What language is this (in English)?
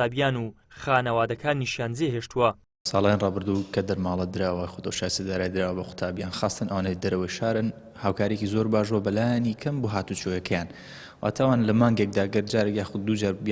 Central Kurdish